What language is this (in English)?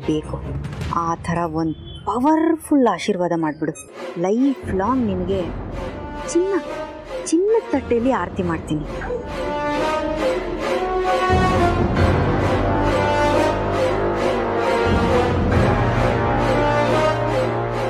Kannada